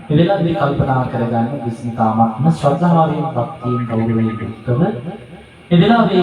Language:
Sinhala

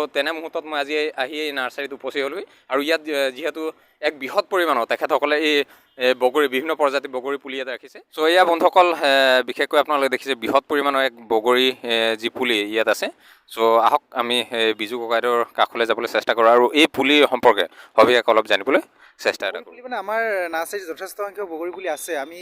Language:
Assamese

